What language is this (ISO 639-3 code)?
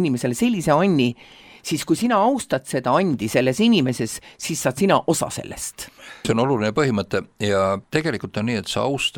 est